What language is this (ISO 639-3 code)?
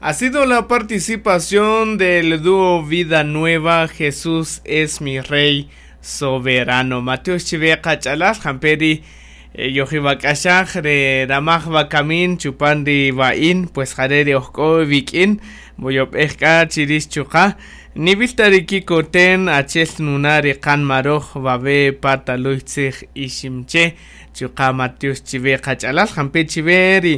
cak